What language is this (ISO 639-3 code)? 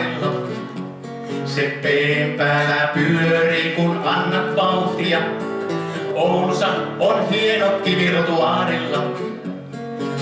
fin